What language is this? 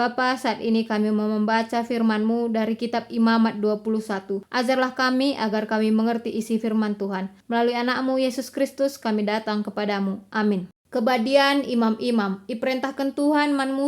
Batak Karo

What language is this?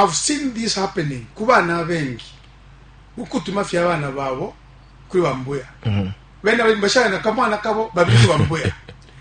Bemba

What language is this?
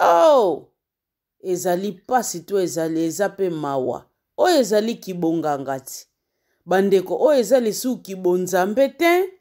Lingala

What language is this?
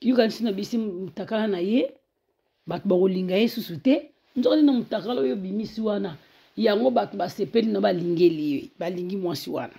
Lingala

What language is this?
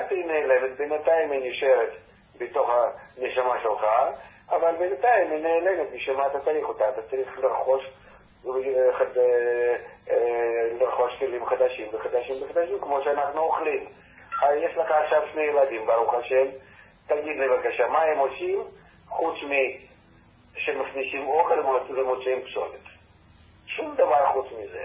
Hebrew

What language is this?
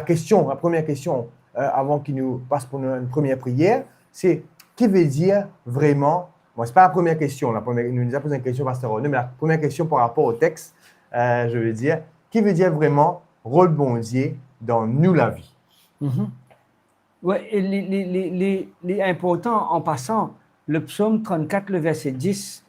Morisyen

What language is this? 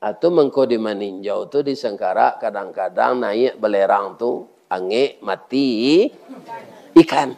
Minangkabau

